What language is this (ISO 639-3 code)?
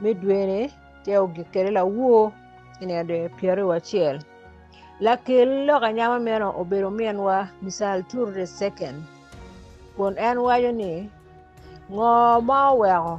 ach